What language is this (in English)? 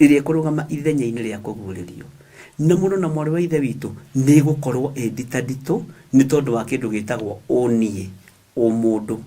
Kikuyu